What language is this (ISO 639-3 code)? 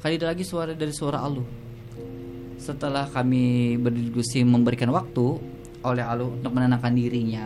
ind